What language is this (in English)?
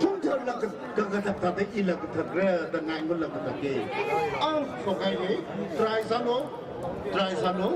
Tangkhul Naga (India)